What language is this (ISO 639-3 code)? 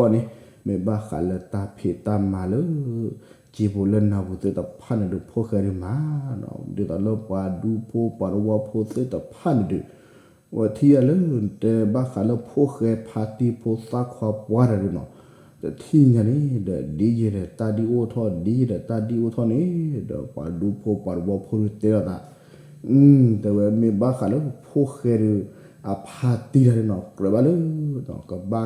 ksw